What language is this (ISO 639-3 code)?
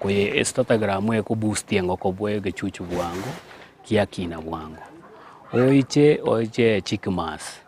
guz